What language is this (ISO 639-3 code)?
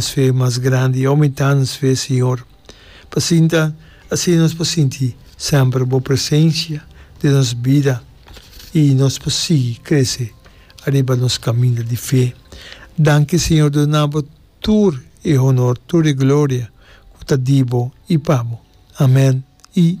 pap